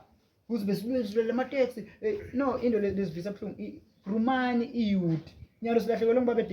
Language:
Zulu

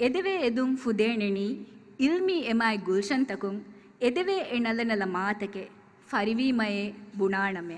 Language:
Divehi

